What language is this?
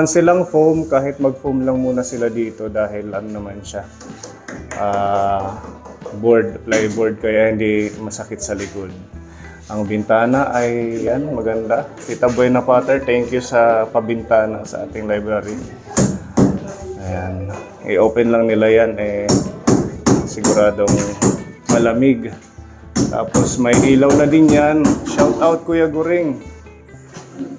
Filipino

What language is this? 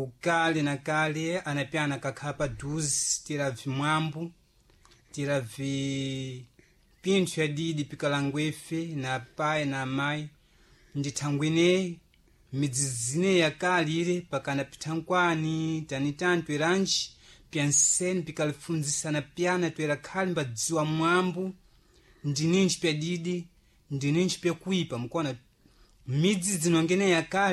Sena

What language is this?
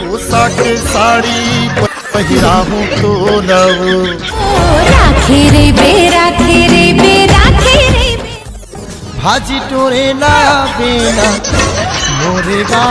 Chhattisgarhi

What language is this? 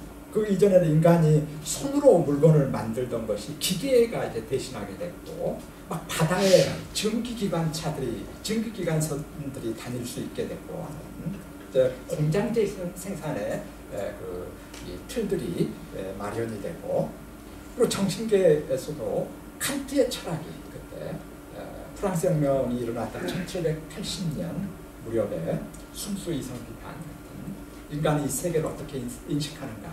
Korean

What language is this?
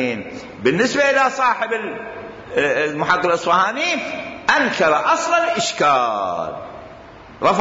Mesopotamian Arabic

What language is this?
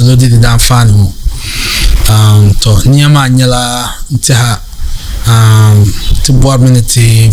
Dagbani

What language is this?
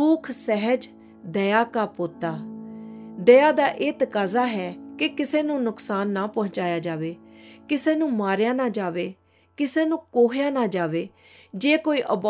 Punjabi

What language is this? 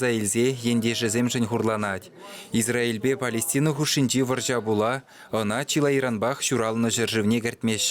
Chuvash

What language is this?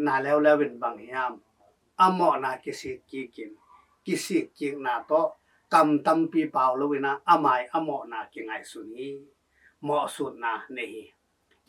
Tedim Chin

